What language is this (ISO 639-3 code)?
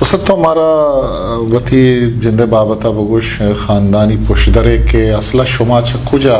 bgp